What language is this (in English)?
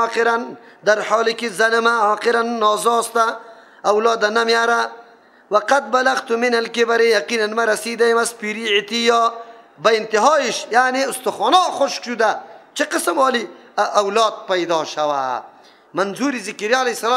Persian